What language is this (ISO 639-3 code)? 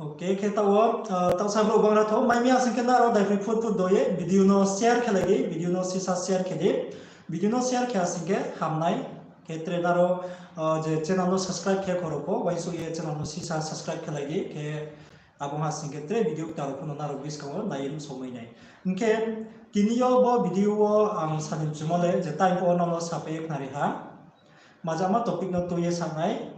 ria